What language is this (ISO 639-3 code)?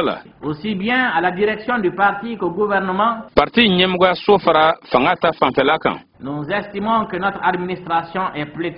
bam